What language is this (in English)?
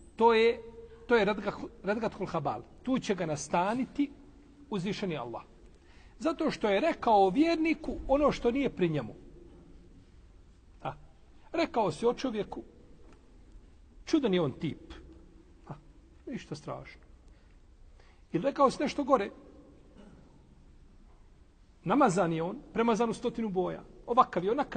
Bosnian